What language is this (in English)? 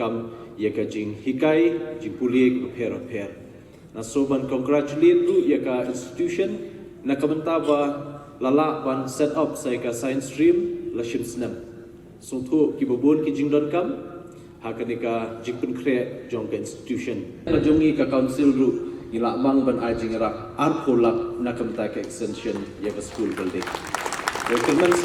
Khasi